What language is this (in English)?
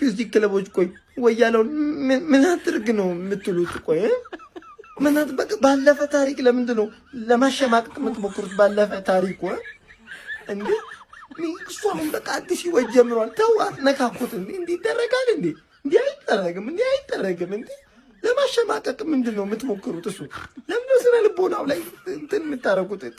Amharic